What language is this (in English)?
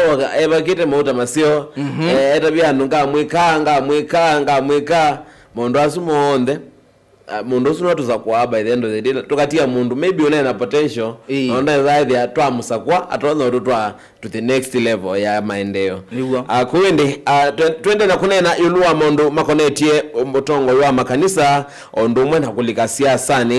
Kamba